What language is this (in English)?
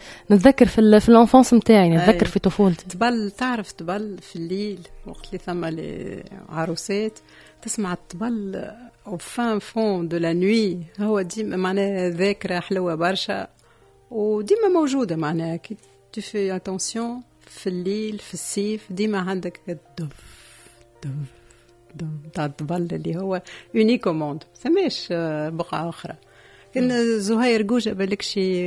Tunisian Arabic